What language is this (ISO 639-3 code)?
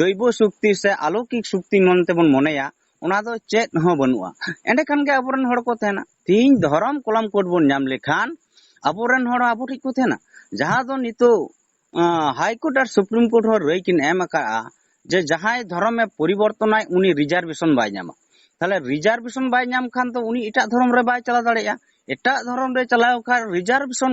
sat